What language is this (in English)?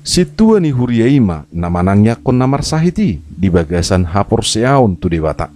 Batak Toba